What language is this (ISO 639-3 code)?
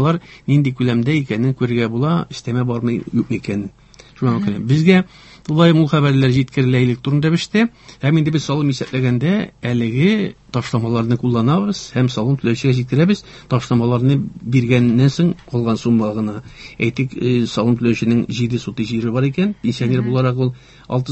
tat